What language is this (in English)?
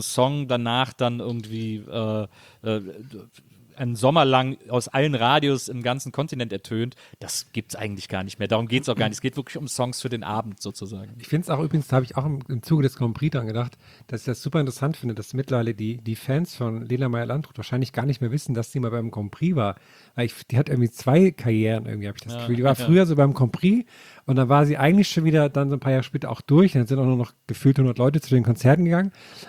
German